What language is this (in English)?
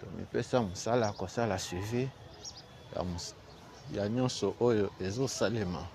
Lingala